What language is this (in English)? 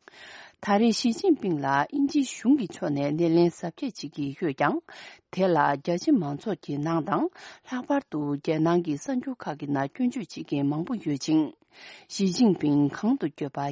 Tibetan